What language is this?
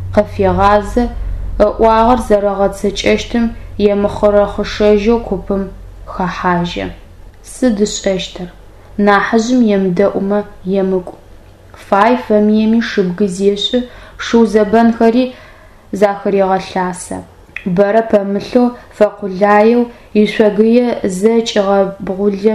Adyghe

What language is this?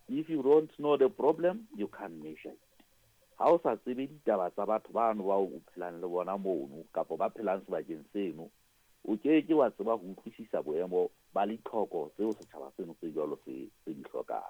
Southern Sotho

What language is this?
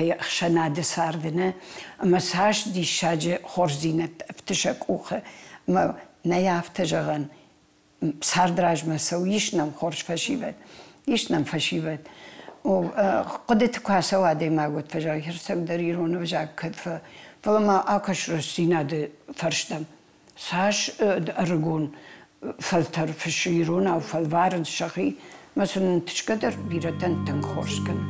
Ossetic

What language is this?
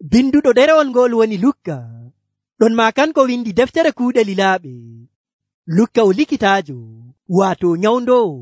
Nigerian Fulfulde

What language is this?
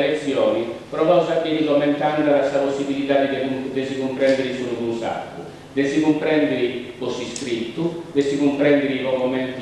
Sardinian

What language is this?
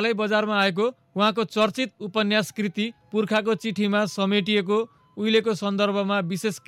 Nepali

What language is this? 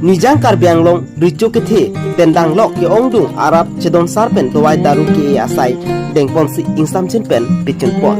Karbi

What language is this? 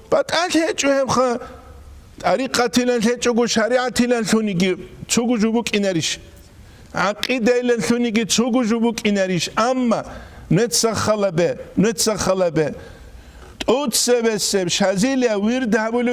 Avaric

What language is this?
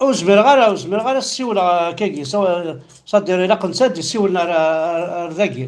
Kabyle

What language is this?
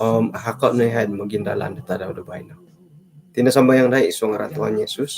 Central Dusun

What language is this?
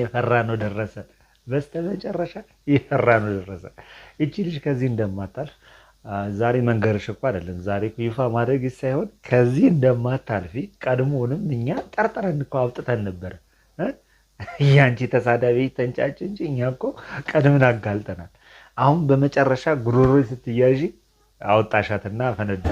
Amharic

